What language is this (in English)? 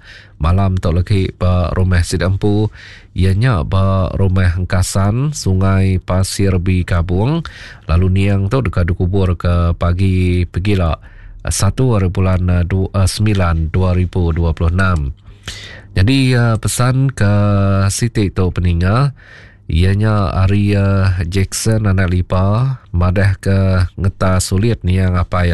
Iban